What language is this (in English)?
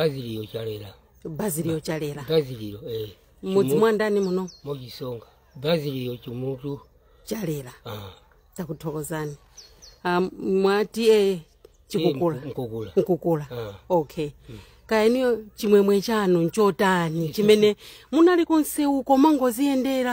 Nyanja